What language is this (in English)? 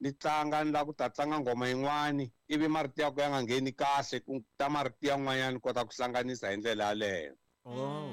Tsonga